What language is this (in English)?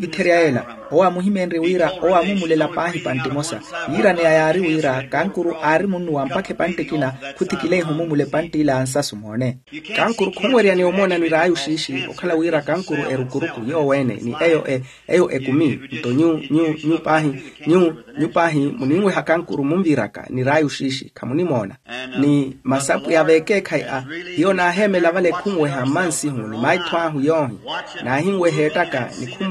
Makhuwa